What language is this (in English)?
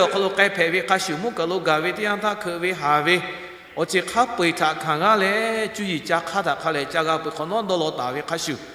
Lahu